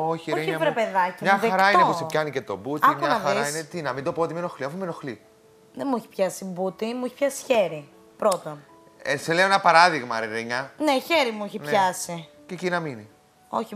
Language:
Greek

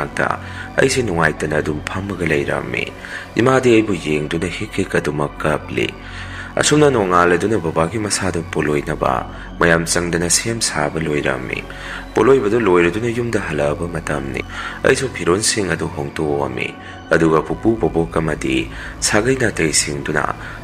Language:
Manipuri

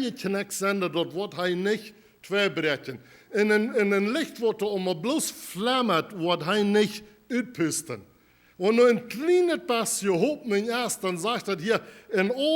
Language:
Plautdietsch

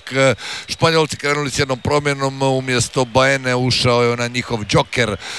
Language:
Croatian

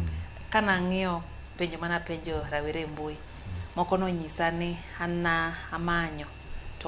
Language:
Luo (Kenya and Tanzania)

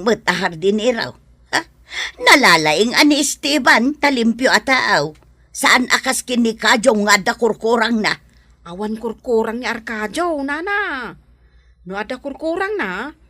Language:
Iloko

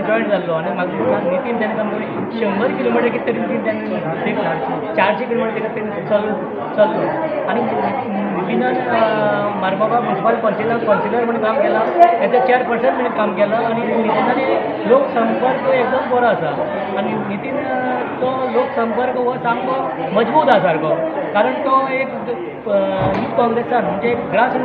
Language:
Konkani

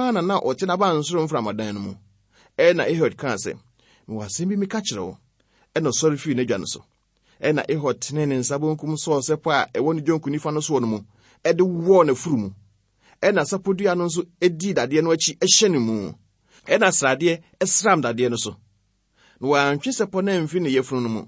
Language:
Akan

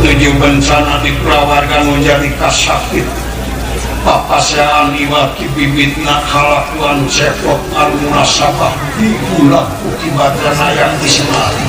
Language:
Sundanese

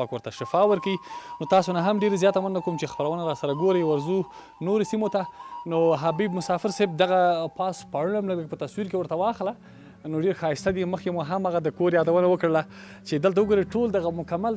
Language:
Pashto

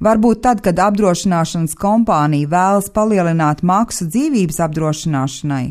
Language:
Latvian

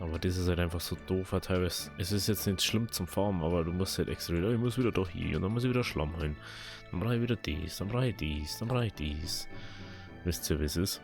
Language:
Bavarian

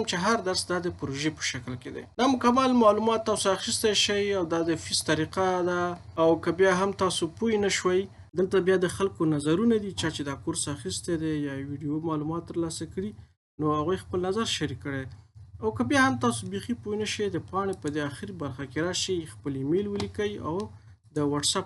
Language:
Pashto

